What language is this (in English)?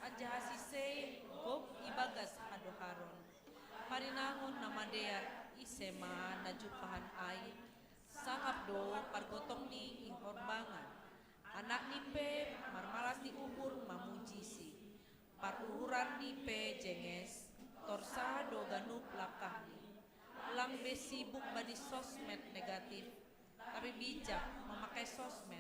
Batak Simalungun